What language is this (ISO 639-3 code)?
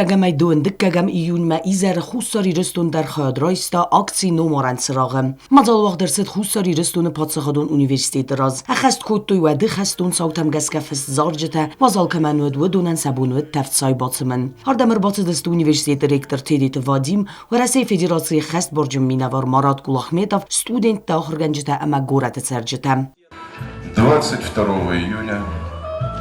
oss